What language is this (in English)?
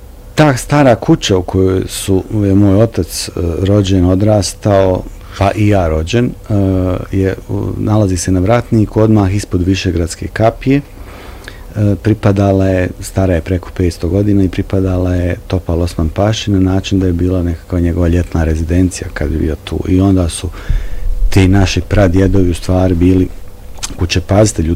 Bosnian